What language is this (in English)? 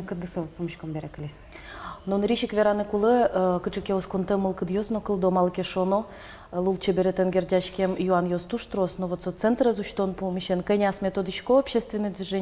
Udmurt